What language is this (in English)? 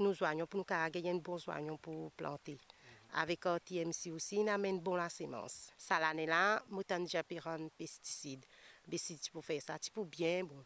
Morisyen